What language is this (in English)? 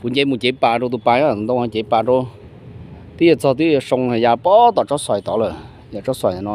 Hmong